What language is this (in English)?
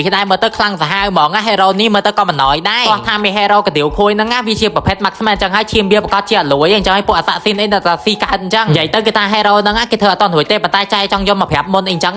Khmer